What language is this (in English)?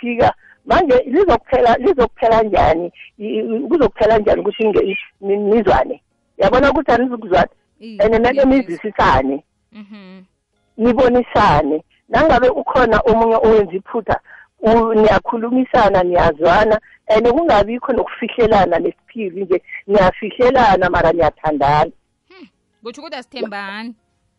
South Ndebele